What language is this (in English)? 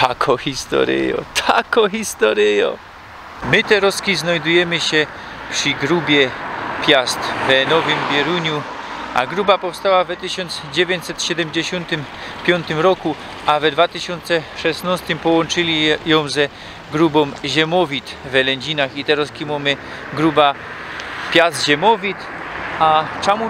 Silesian